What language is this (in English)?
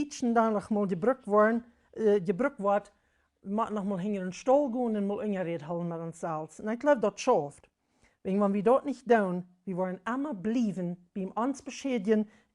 Plautdietsch